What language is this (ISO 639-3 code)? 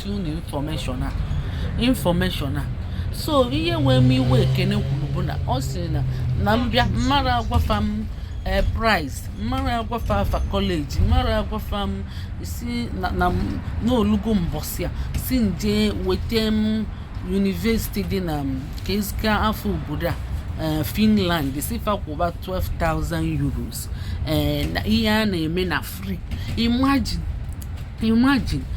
ibo